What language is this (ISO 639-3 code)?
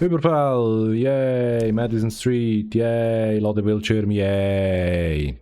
gsw